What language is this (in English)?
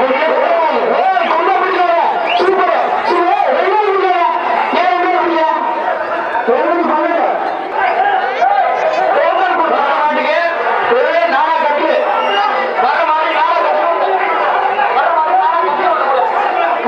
Tamil